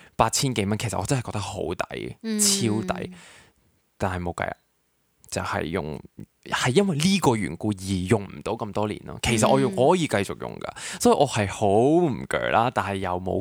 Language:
Cantonese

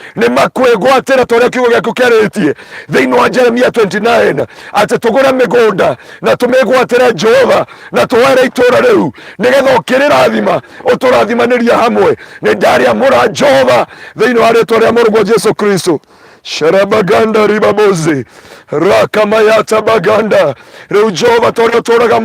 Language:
Kikuyu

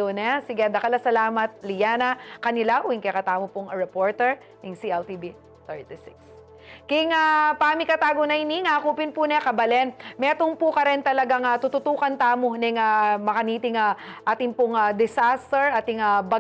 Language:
Pampanga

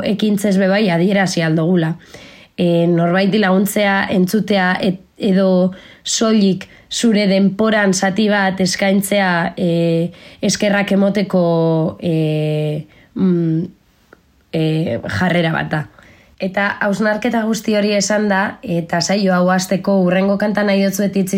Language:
Basque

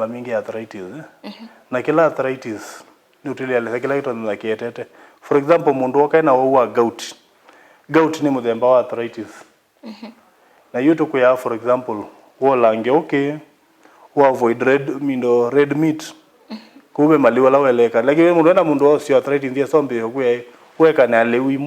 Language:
Kamba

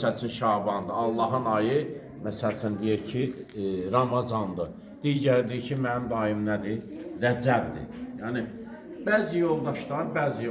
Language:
Azerbaijani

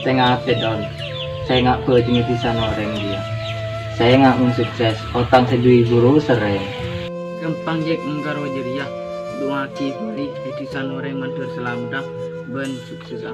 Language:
Madurese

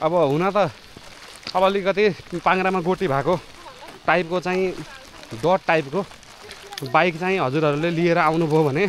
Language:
Nepali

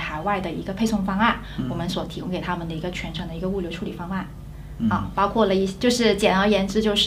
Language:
Chinese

